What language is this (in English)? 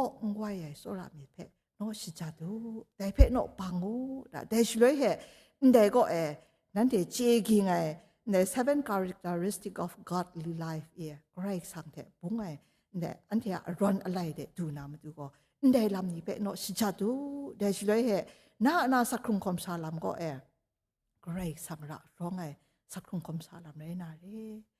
Kachin